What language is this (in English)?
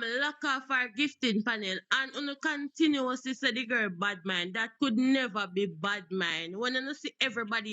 Jamaican Creole English